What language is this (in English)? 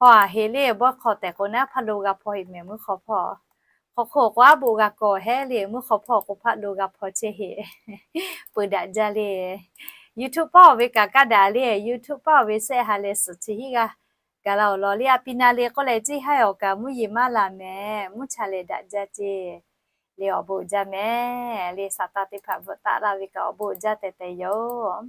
Lahu